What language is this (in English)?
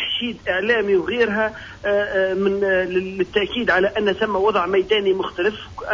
Tunisian Arabic